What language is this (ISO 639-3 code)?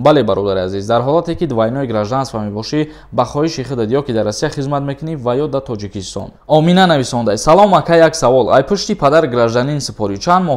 tgk